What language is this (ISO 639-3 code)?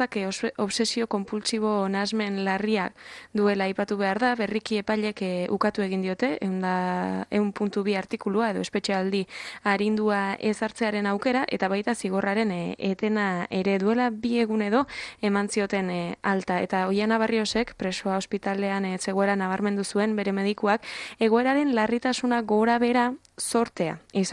eus